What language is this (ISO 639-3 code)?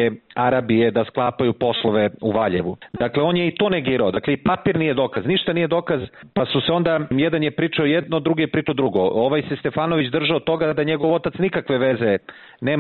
srp